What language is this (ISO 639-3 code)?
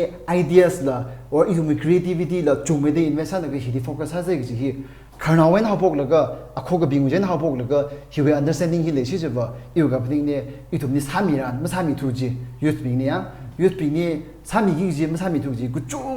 nmf